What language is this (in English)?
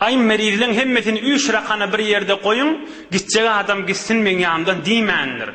Turkmen